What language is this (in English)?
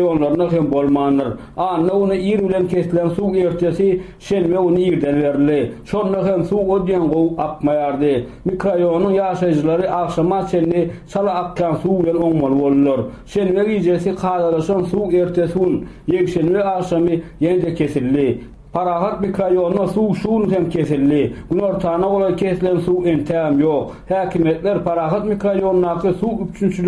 Turkmen